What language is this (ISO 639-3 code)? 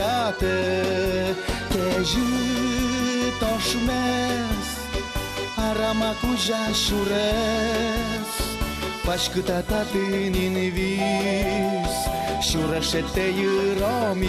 udm